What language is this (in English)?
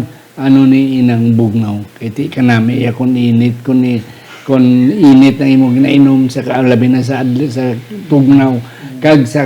Hiligaynon